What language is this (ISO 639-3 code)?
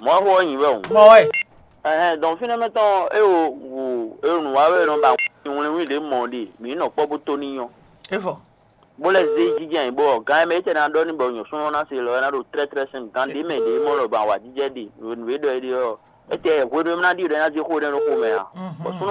fon